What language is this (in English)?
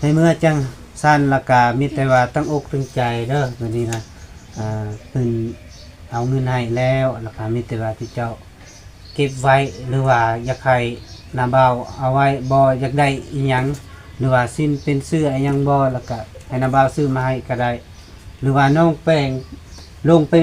Lao